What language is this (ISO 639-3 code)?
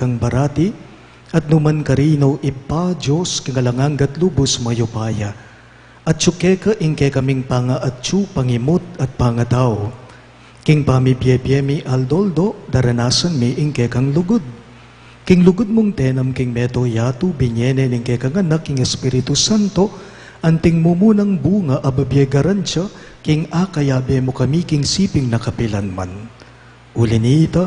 pam